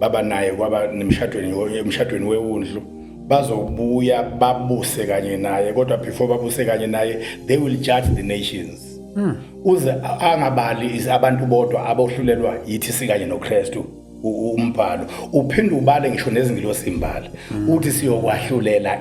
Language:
Zulu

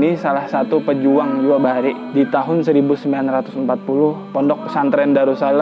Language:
Banjar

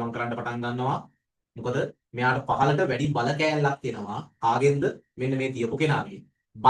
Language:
Sinhala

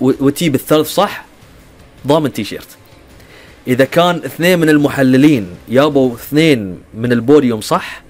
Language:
Gulf Arabic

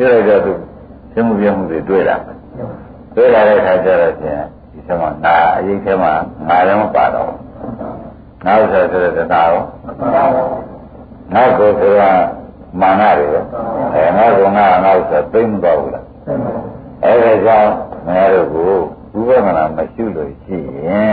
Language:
Burmese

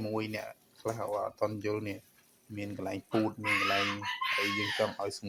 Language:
Khmer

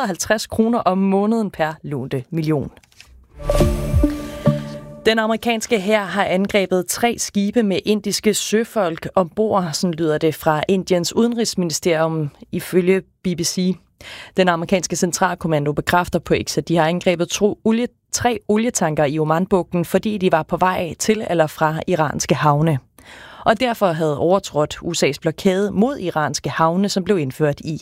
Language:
Danish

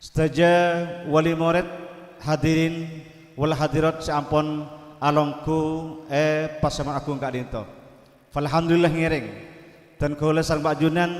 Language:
Madurese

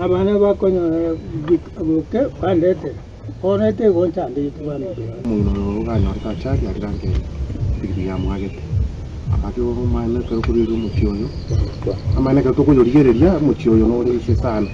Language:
Gusii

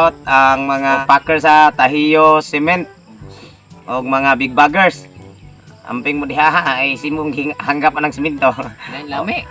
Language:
Cebuano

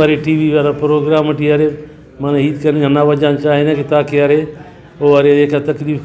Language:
Brahui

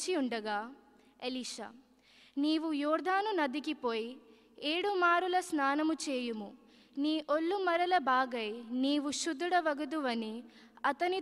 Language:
Telugu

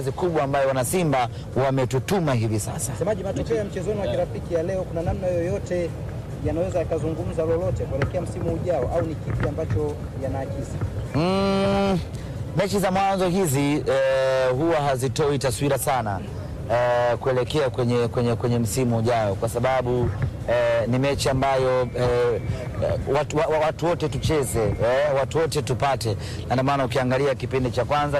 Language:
Swahili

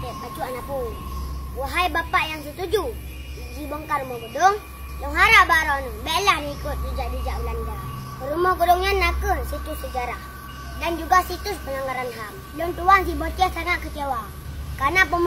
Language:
Achinese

